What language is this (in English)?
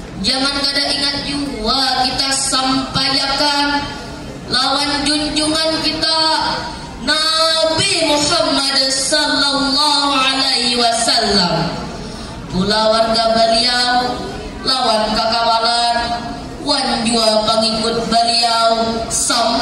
Banjar